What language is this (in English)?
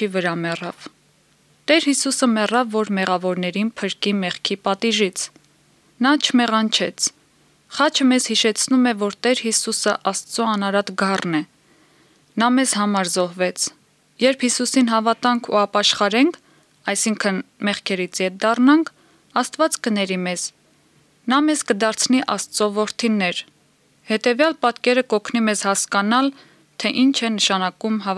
Armenian